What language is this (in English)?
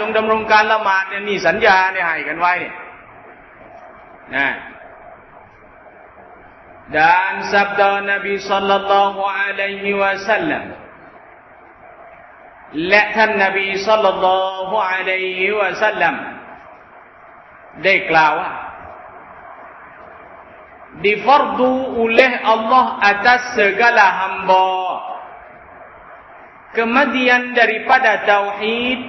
Thai